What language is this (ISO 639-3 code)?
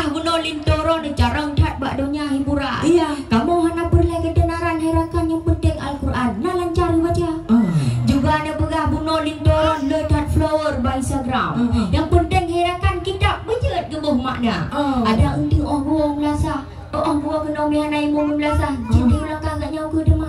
ace